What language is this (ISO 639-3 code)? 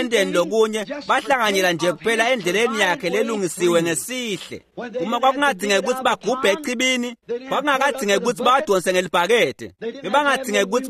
ssw